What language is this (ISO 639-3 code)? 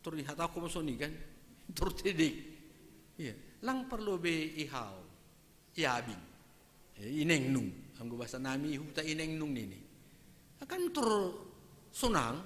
bts